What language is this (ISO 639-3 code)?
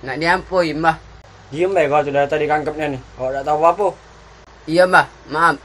mui